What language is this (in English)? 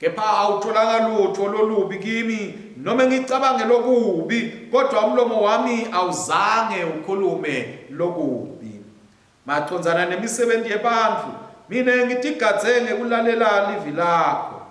Swati